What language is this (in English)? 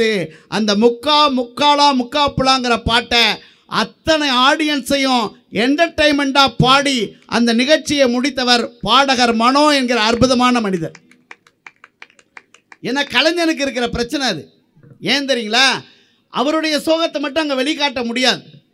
Tamil